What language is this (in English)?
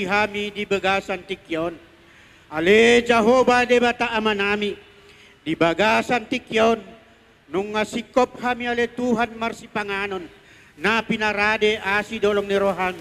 Batak Toba